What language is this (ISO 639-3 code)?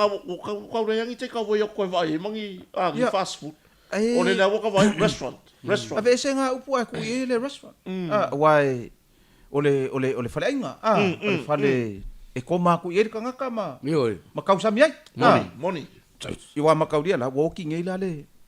smo